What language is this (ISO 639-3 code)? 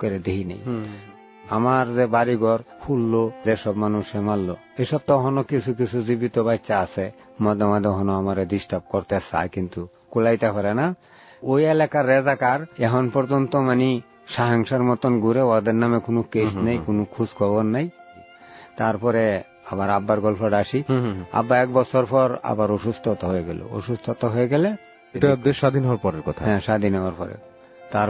ben